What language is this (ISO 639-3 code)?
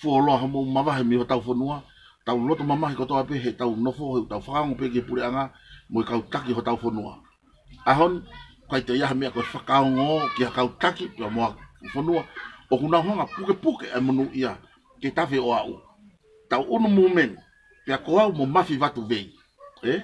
ton